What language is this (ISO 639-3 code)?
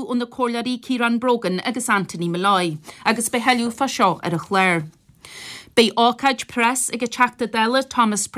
gle